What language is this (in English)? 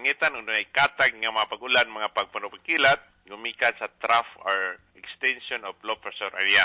Cebuano